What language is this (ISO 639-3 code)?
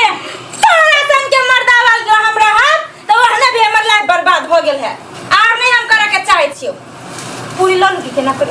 mai